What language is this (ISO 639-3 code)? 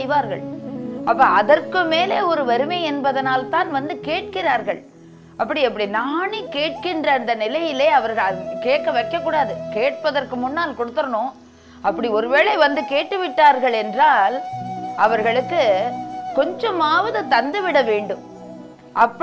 tam